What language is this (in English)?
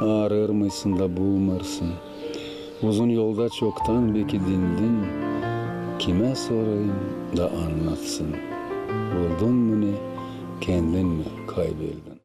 Gagauz